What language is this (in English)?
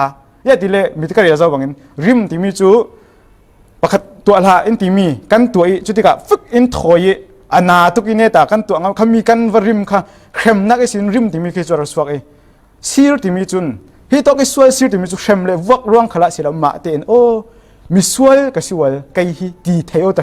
Falam Chin